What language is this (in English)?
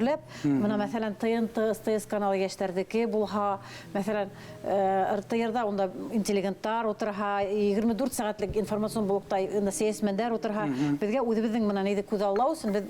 Bashkir